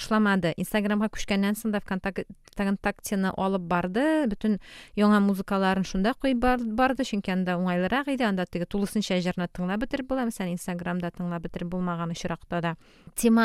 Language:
Tatar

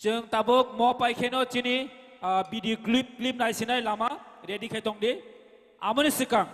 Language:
Kok Borok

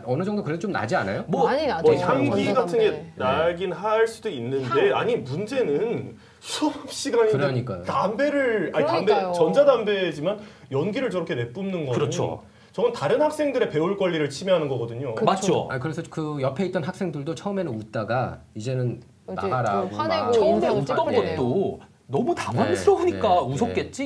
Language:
Korean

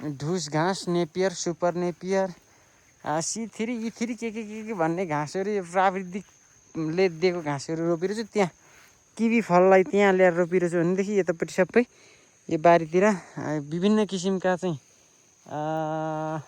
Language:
Nepali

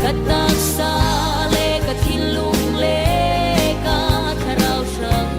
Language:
Falam Chin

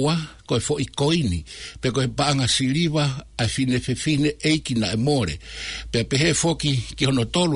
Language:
Tongan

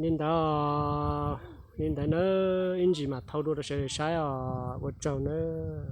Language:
Hmong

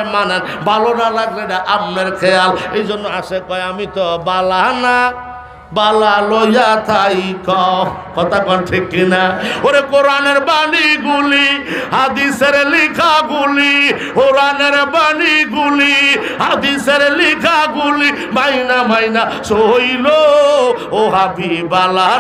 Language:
Bangla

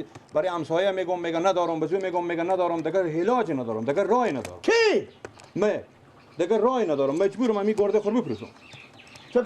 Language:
Persian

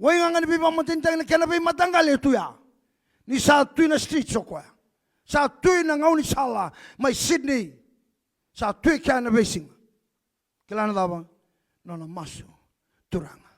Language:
Fijian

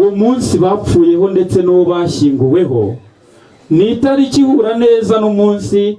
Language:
Kinyarwanda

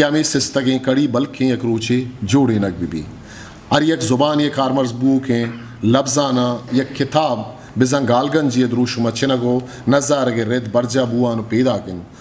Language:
Eastern Balochi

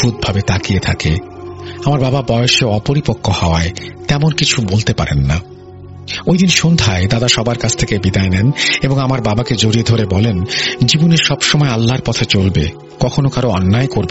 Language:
Bangla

